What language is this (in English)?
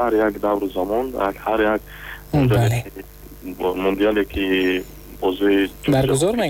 Tajik